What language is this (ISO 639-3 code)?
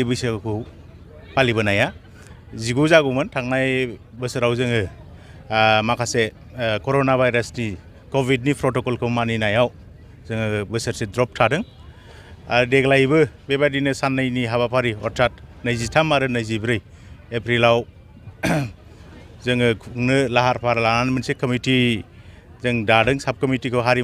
brx